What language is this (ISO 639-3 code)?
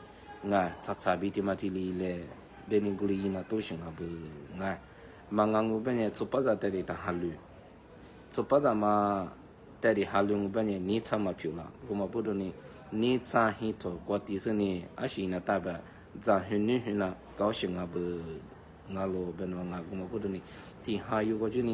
lis